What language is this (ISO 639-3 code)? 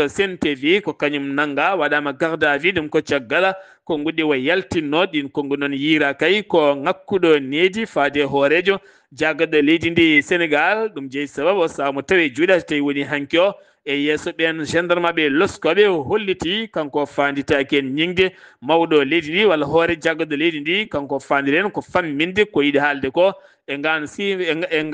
ful